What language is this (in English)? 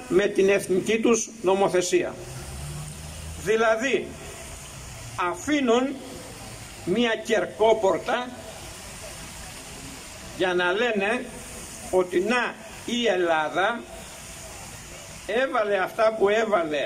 Greek